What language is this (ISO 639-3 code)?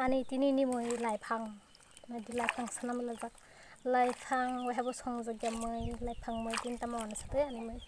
trp